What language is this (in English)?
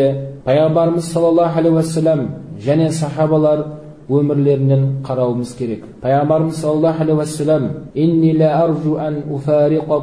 Kazakh